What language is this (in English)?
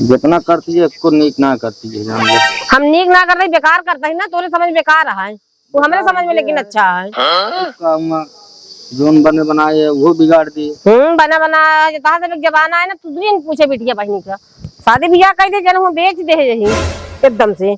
Awadhi